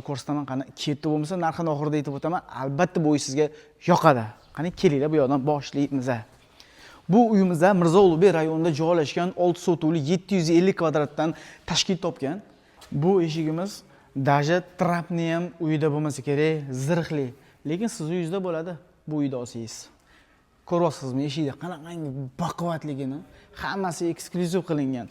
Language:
Uzbek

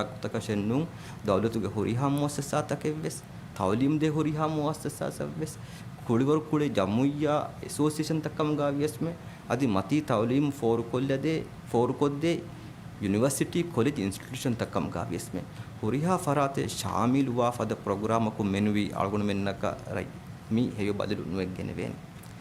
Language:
Divehi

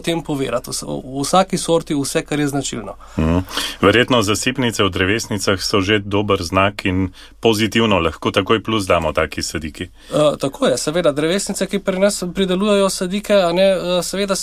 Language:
Slovenian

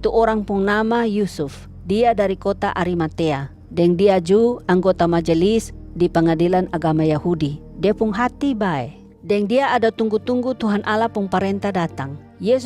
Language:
Kupang Malay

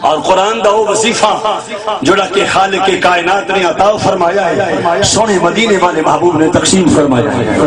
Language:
Saraiki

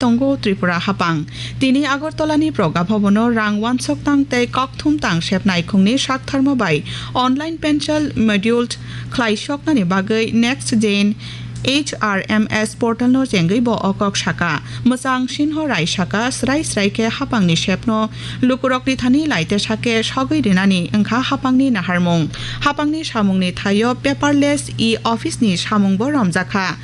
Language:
Kok Borok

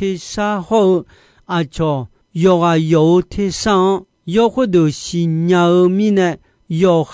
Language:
Akha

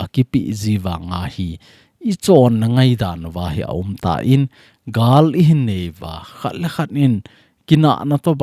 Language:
Thado Chin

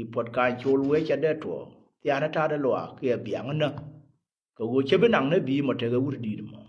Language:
Nuer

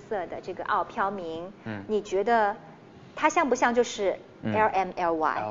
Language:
Chinese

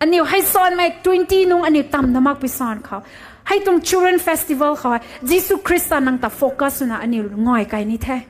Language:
Rongmei Naga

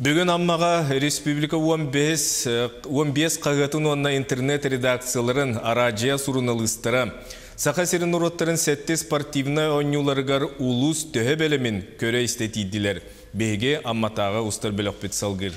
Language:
Yakut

